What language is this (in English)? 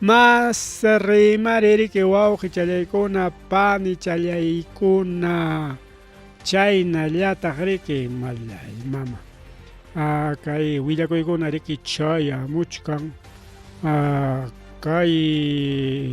Ayacucho Quechua